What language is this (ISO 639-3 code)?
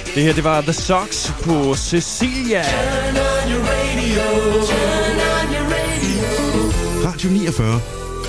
dan